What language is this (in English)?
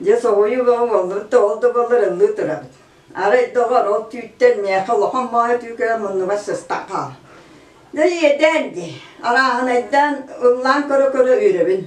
Yakut